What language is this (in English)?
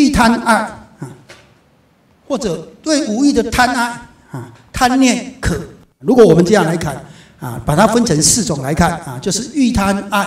Chinese